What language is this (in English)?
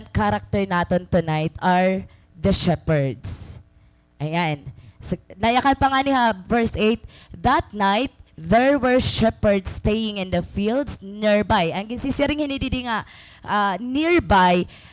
Waray